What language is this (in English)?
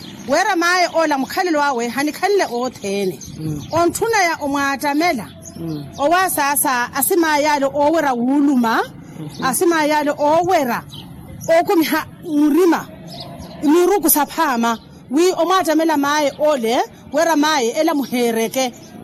Makhuwa